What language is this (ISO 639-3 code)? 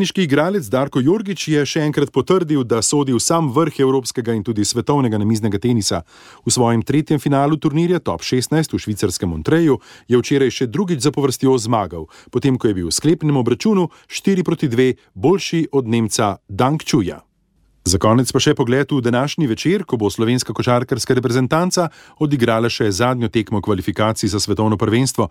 slv